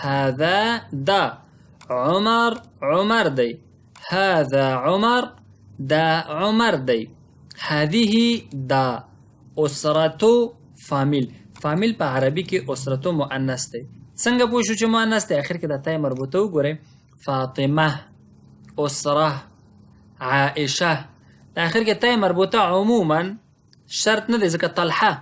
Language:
Pashto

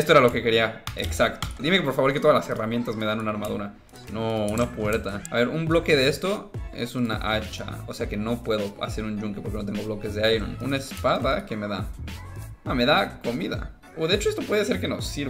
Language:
Spanish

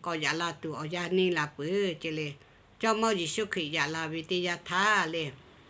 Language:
Lahu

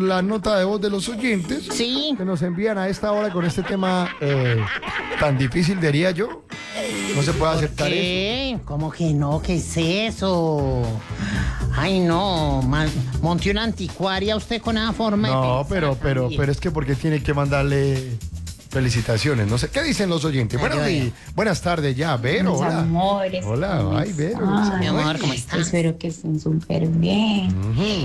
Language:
Spanish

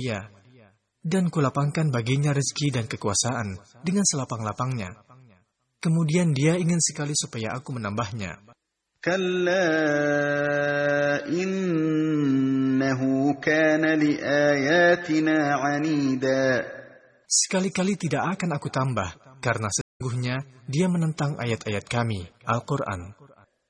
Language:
Indonesian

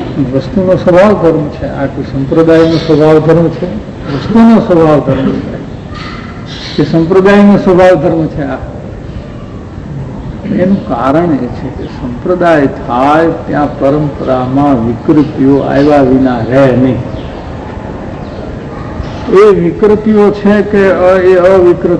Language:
Gujarati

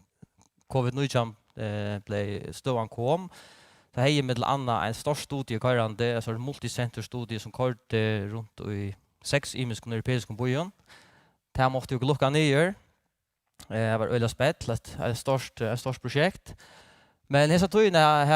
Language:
Faroese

